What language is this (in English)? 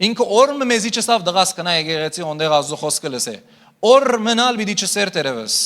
Western Armenian